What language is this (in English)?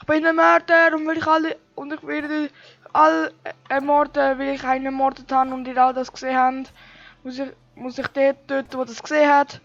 Swiss German